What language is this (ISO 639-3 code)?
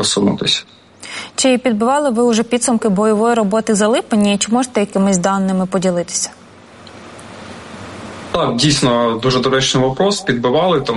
ukr